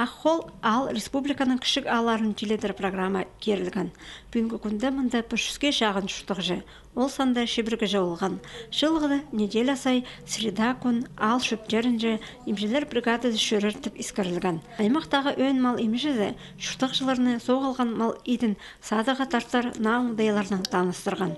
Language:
Khakas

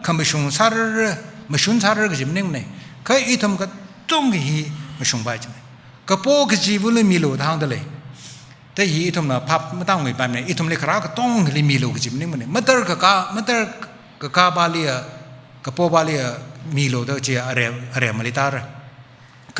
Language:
Tangkhul Naga (India)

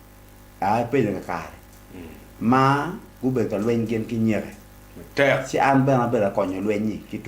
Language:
Acoli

